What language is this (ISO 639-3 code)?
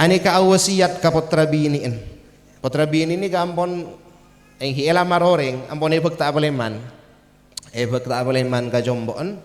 mad